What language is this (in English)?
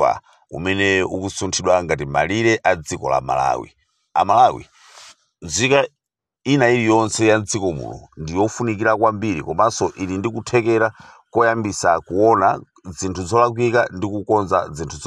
Nyanja